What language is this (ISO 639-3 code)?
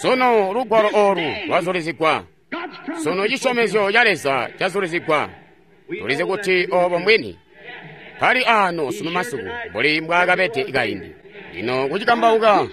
toi